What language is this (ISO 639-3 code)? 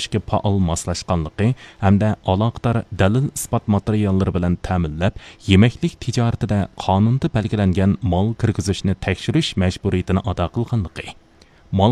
uig